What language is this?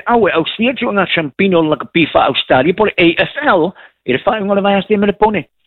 Samoan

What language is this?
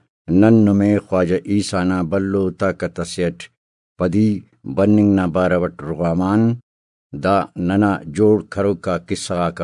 Brahui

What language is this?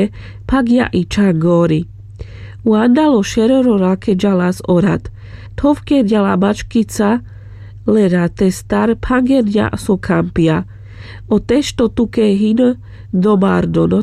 Carpathian Romani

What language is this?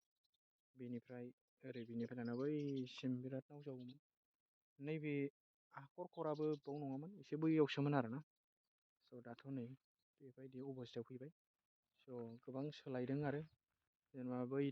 Bodo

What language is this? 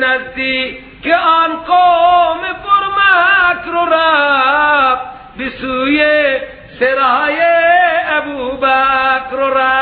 Persian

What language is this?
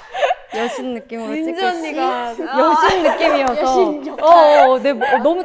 Korean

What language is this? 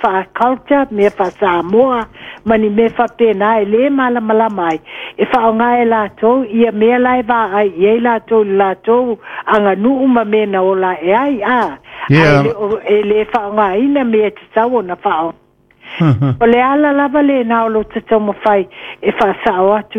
Samoan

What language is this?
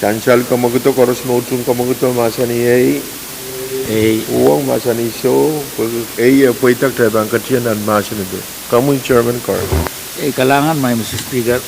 Pohnpeian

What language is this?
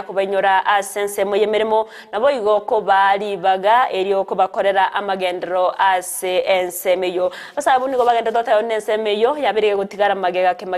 Gusii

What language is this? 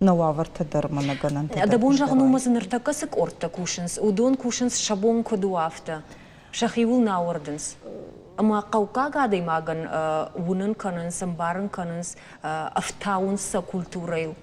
Ossetic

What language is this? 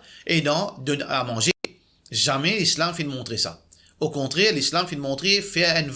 Morisyen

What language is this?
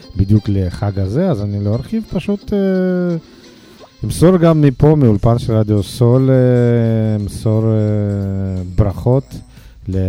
Hebrew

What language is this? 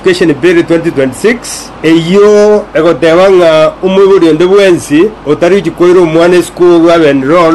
Gusii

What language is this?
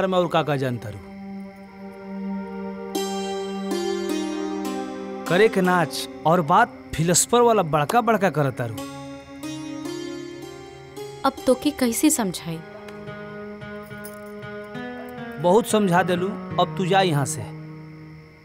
Bhojpuri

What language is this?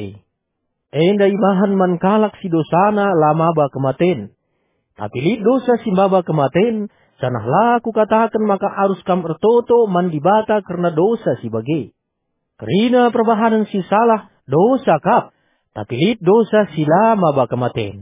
Batak Karo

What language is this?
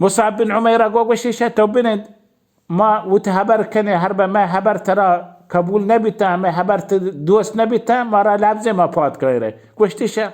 Baluchi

